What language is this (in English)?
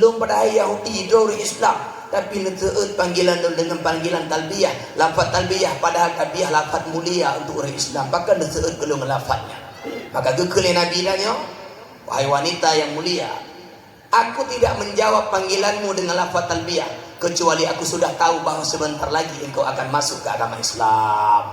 Achinese